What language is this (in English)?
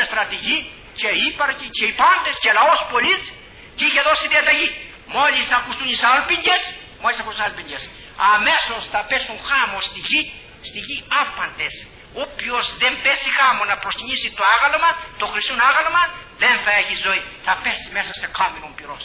Greek